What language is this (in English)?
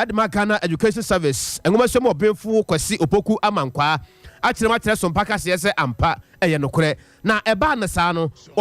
Akan